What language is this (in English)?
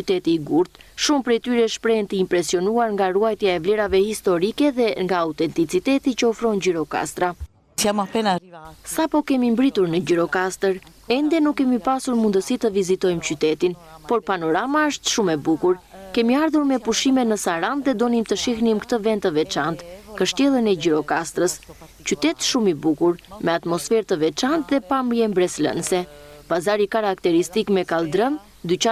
Albanian